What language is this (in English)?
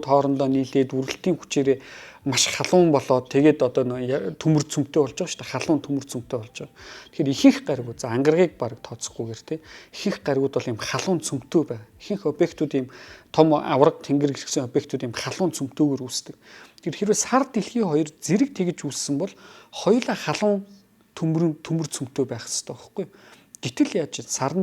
Mongolian